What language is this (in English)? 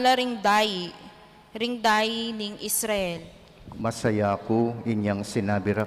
Pampanga